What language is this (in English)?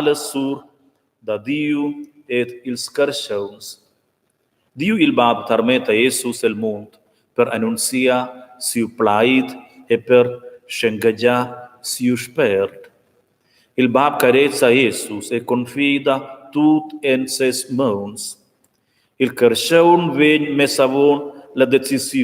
Romansh